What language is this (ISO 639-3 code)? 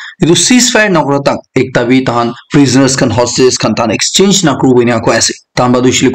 nag